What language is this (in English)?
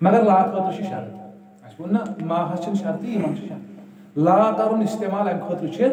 Kashmiri